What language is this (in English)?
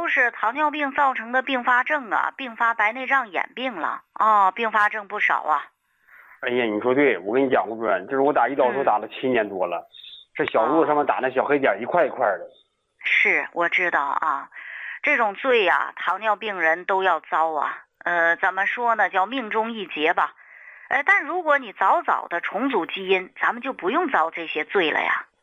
Chinese